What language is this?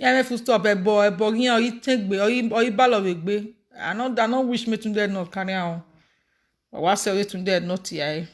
Nigerian Pidgin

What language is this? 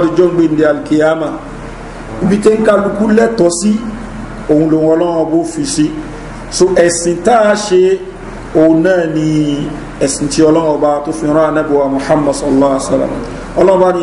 Yoruba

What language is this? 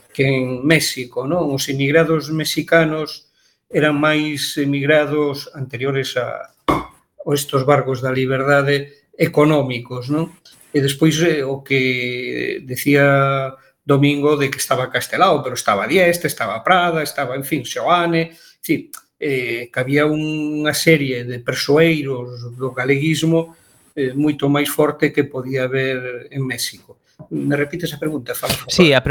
Galician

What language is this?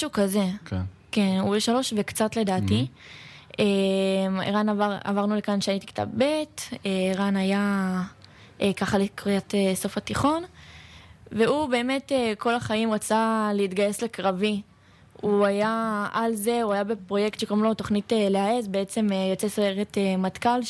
Hebrew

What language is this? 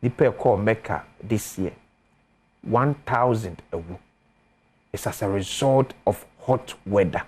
Akan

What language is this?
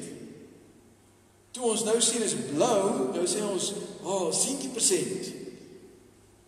Afrikaans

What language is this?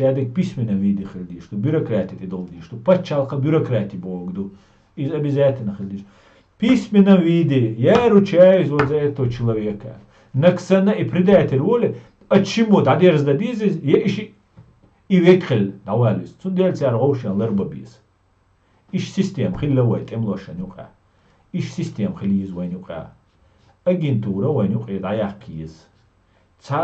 Chechen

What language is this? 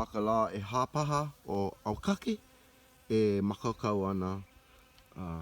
Hawaiian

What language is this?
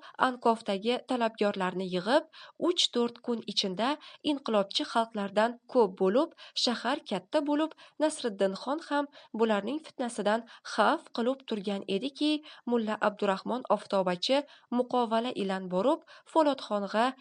Uzbek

